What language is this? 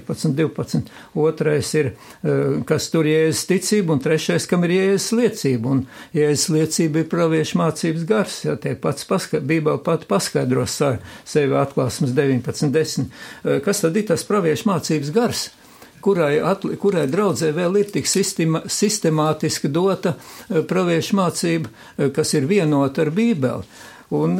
Latvian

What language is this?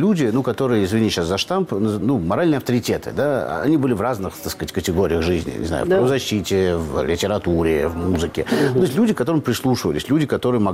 Russian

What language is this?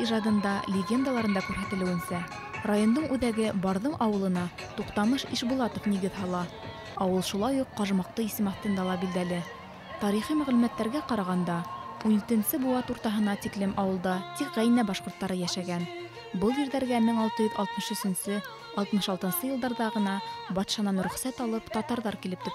Bashkir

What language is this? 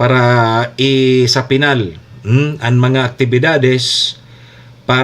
Bikol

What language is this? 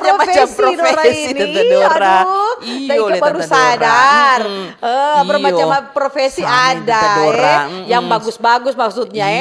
Manado Malay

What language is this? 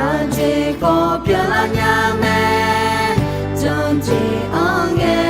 Akha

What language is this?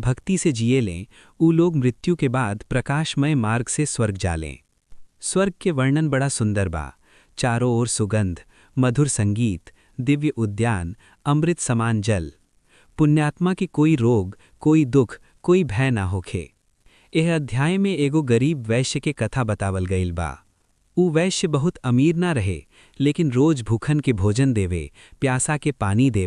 Bhojpuri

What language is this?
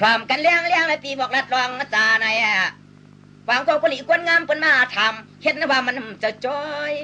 Shan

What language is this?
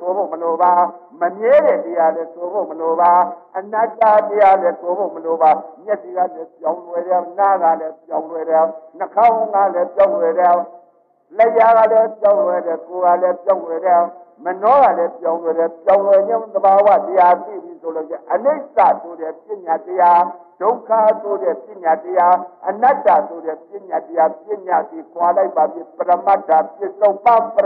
Burmese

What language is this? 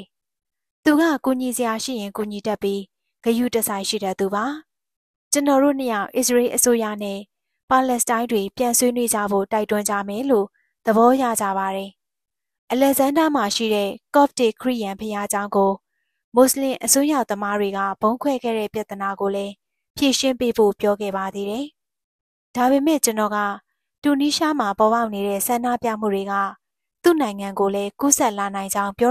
Burmese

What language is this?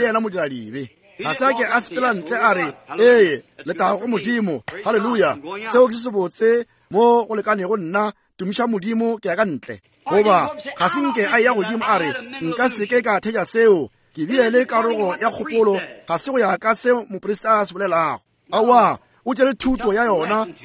Northern Sotho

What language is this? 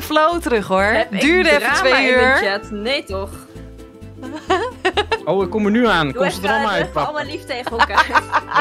Dutch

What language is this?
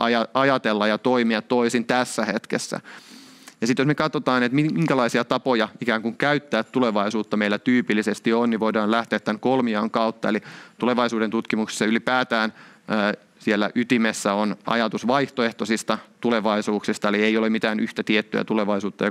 Finnish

